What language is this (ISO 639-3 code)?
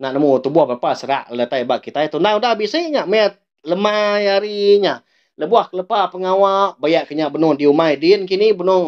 iba